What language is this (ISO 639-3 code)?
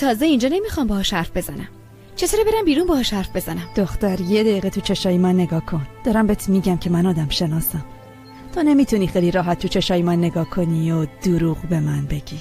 fas